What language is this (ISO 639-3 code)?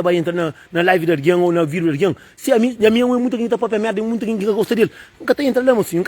kea